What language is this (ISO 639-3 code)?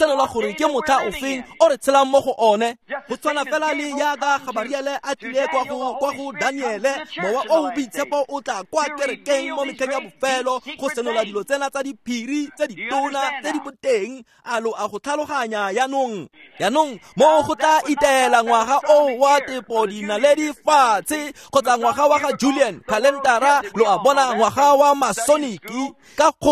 tsn